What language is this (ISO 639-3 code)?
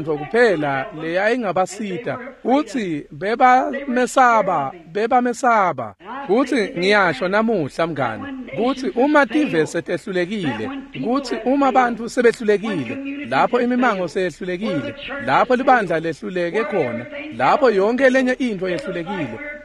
ssw